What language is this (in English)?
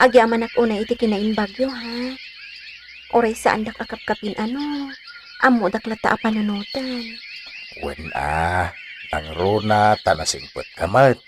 Iloko